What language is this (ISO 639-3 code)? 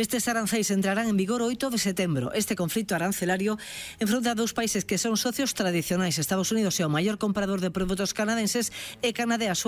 glg